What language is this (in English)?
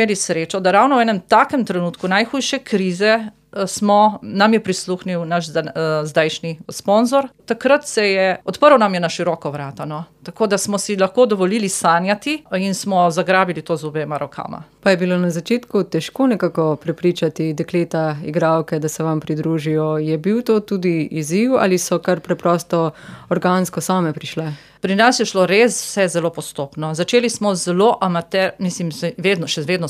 Slovenian